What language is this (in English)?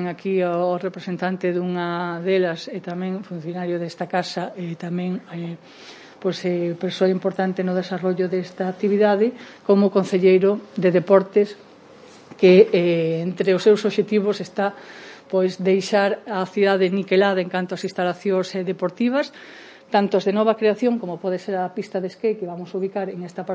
Galician